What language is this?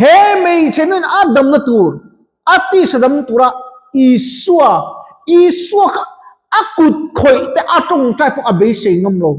Mizo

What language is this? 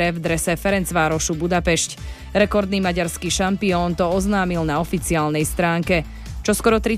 Slovak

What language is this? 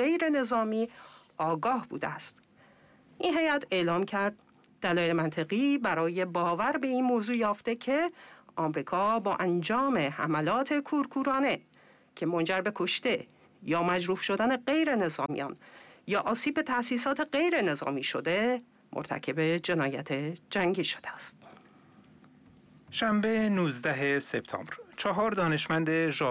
Persian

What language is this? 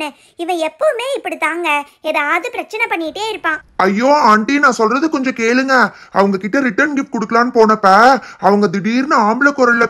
Tamil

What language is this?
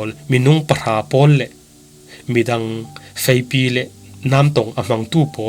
Falam Chin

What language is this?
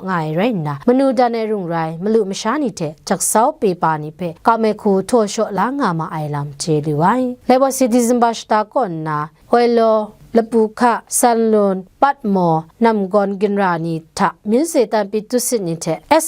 Kachin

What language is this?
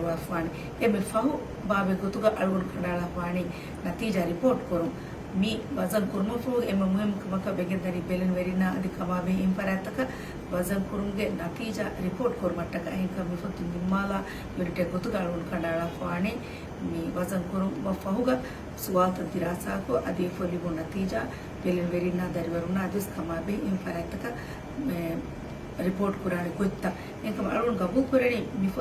Divehi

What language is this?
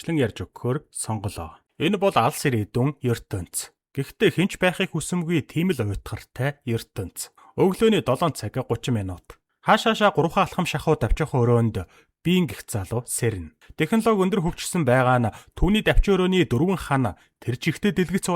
Mongolian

